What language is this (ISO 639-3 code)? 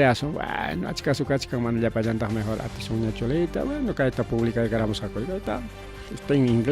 quy